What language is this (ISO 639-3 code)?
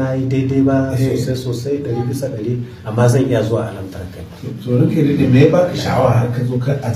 hau